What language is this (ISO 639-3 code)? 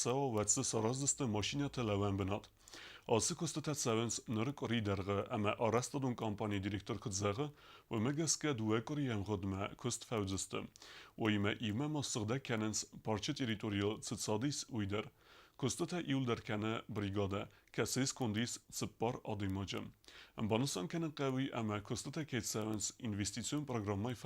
oss